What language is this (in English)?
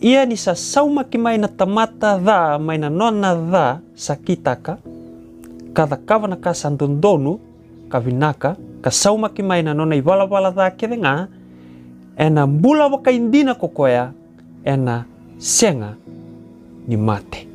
Fijian